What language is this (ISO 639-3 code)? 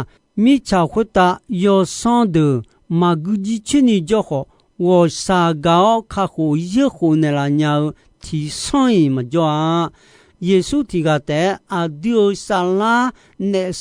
ahk